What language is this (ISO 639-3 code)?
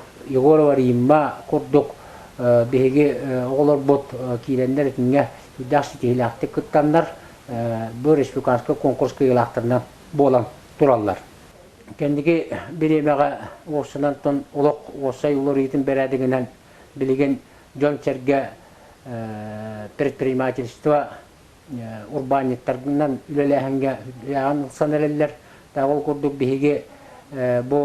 sah